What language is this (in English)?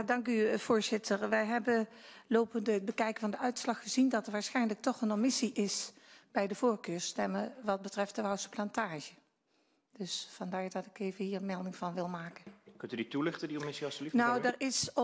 Dutch